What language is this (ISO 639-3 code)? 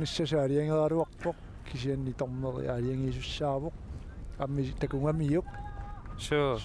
kal